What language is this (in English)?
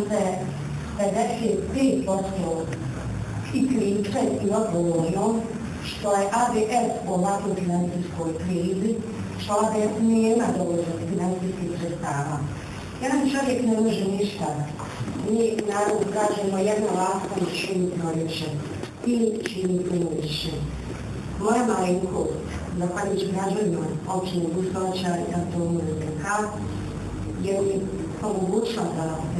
Bosnian